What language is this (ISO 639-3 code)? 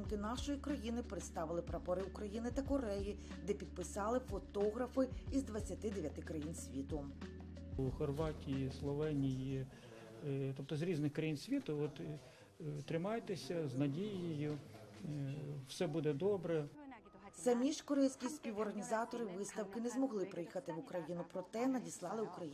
ukr